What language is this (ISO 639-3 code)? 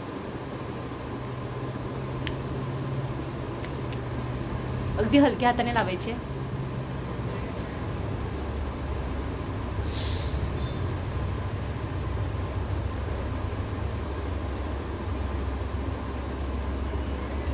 mar